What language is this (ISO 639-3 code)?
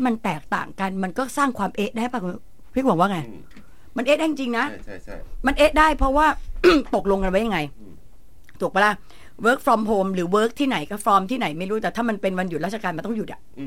tha